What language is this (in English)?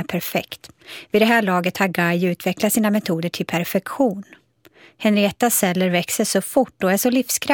Swedish